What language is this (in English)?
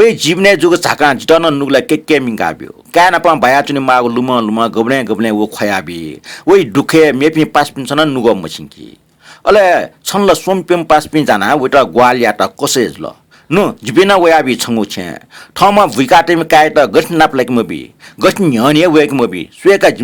Newari